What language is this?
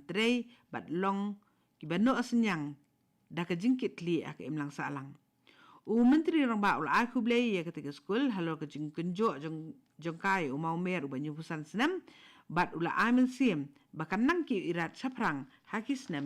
Khasi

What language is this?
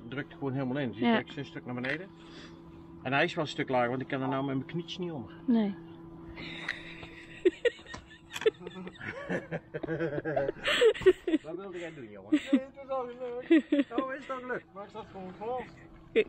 Dutch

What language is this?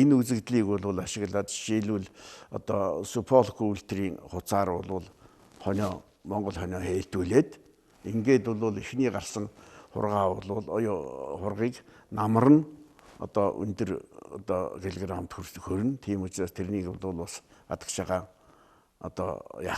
Mongolian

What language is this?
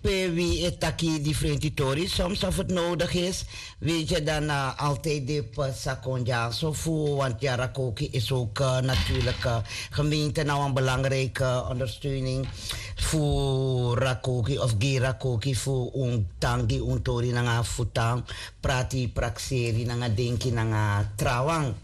Sranan Tongo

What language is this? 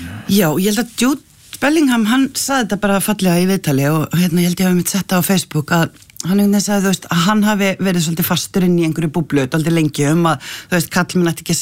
Icelandic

